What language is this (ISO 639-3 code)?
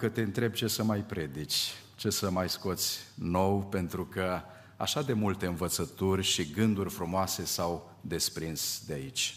ron